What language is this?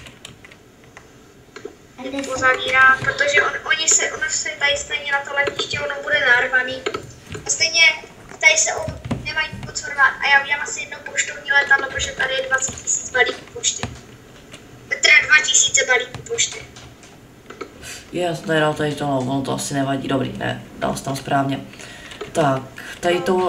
Czech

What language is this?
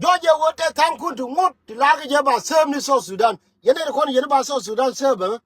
Nuer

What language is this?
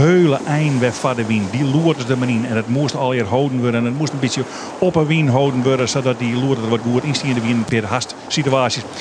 Western Frisian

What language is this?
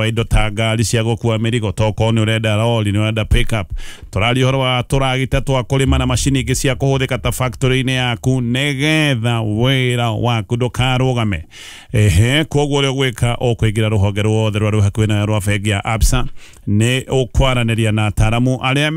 Kikuyu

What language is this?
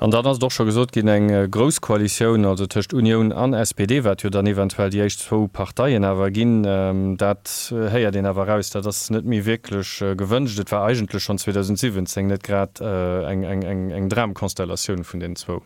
Luxembourgish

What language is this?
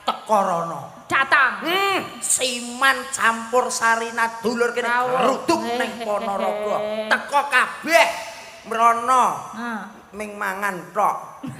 Javanese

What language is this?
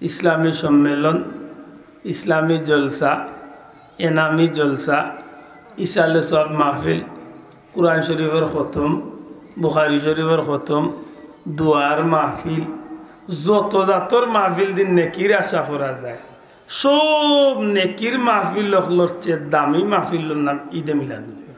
Sylheti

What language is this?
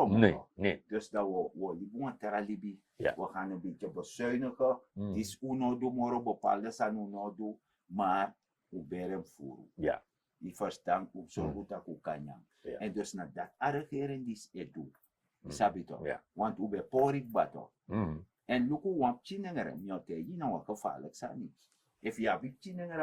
Sranan Tongo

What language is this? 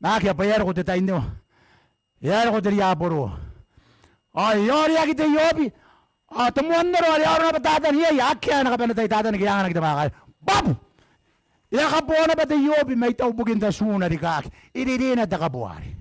Gilbertese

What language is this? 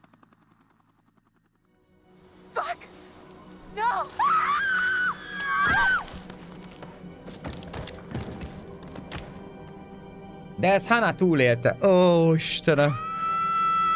Hungarian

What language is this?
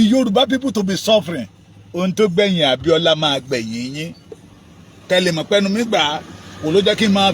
Yoruba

